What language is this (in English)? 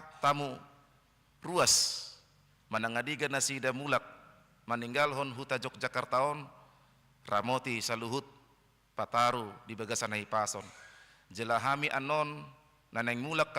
Batak Toba